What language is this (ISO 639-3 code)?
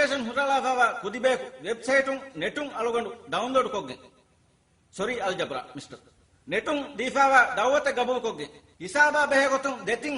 div